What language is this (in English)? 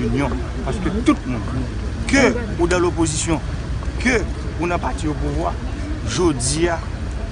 Haitian Creole